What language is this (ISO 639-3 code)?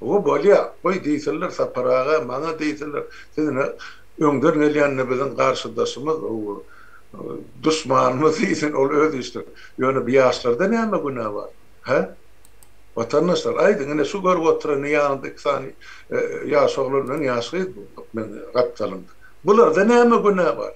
tuk